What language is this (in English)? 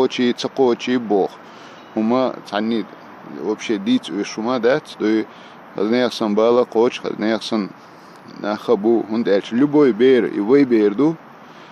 Chechen